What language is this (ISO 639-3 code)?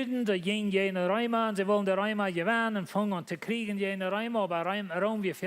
pdt